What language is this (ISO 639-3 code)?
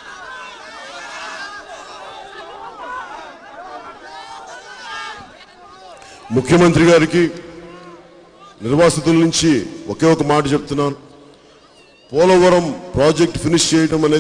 tel